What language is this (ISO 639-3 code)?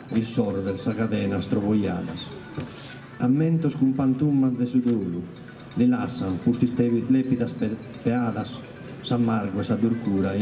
srd